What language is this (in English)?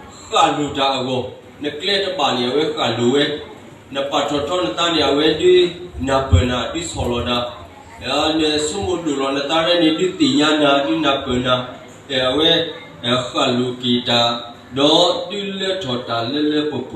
S'gaw Karen